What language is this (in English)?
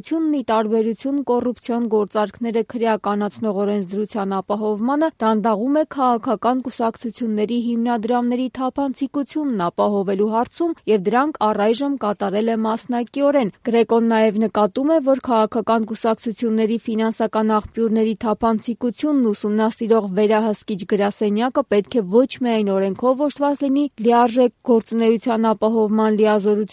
Armenian